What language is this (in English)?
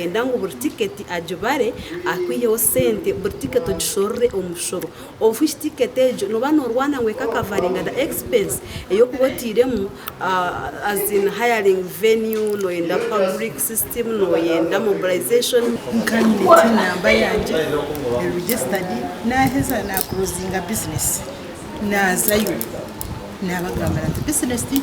Nyankole